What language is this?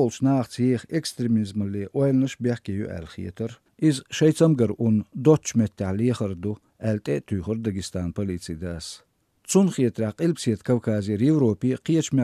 Chechen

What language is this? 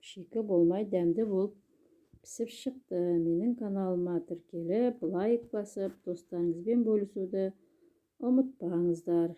Kazakh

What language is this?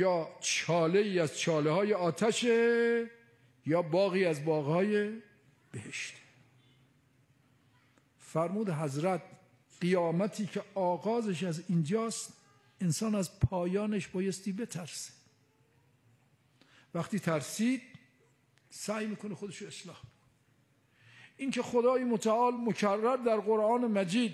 Persian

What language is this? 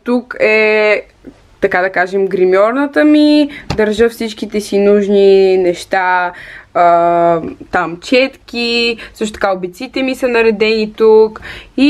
Bulgarian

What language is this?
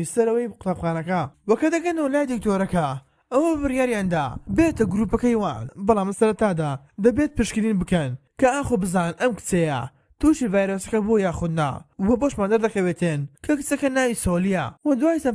Central Kurdish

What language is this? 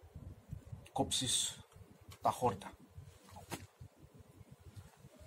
Greek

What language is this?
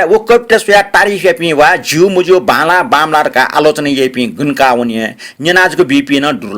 Newari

